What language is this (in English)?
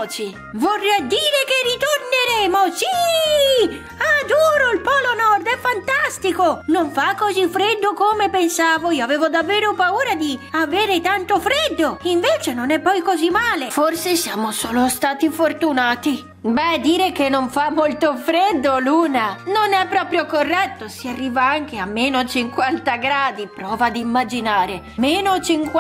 Italian